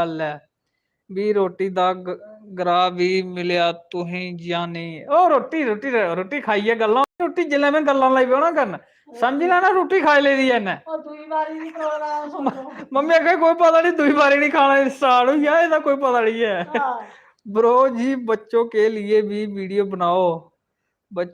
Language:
Dogri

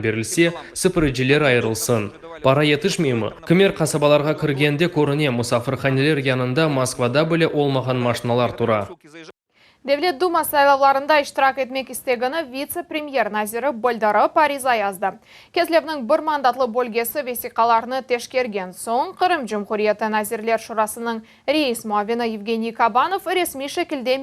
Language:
Crimean Tatar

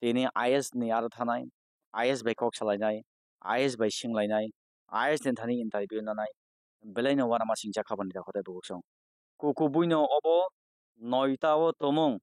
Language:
Kok Borok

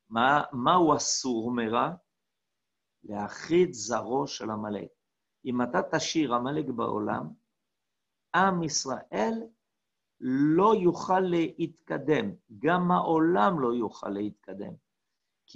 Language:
Hebrew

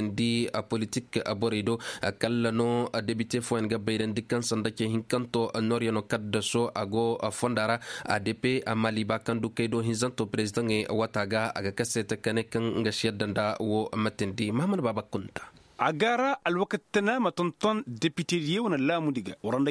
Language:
Koyraboro Senni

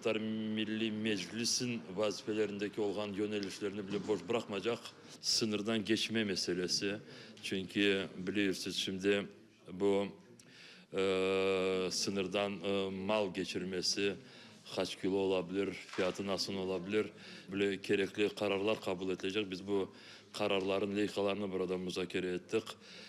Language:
Crimean Tatar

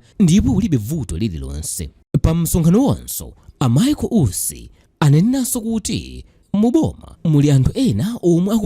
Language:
Nyanja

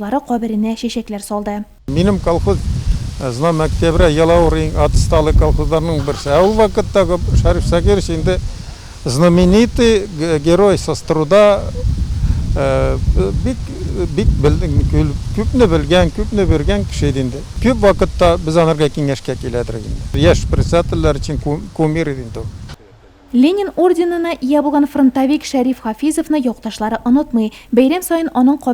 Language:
Tatar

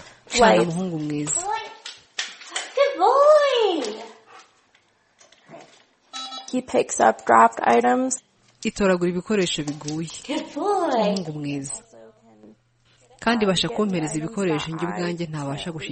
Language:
Kinyarwanda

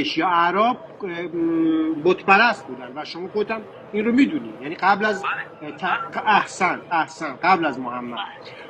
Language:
Persian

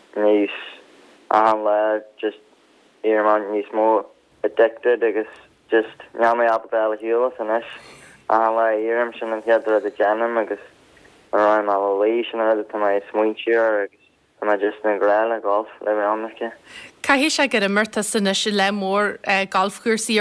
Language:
Irish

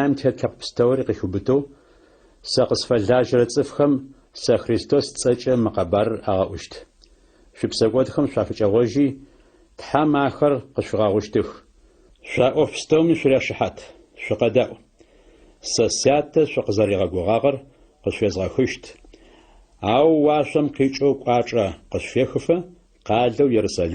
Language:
Adyghe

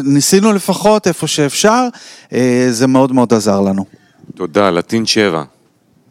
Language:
Hebrew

